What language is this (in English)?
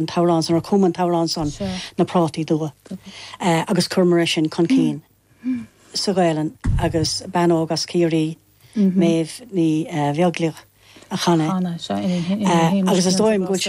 Irish